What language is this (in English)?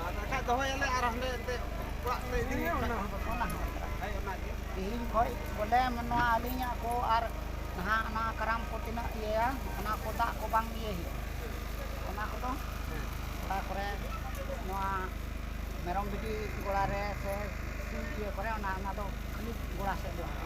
Santali